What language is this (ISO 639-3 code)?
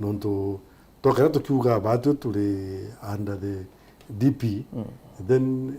mer